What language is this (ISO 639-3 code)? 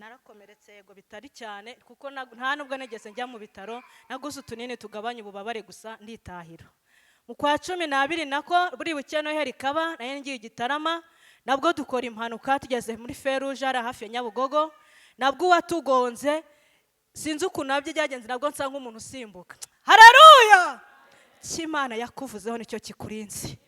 kin